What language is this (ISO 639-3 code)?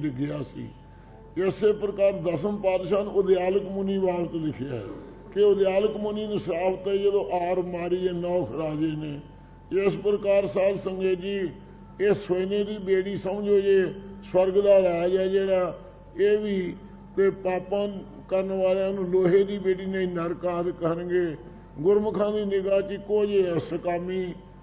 pan